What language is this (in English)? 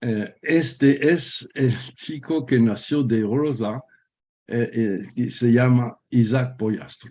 Ladino